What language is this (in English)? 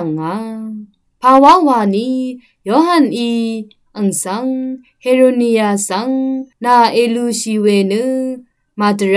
Rawang